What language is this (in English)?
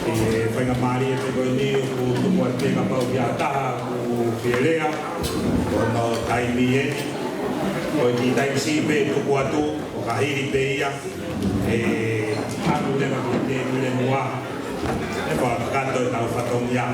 Tongan